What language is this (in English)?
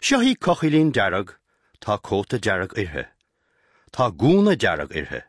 Irish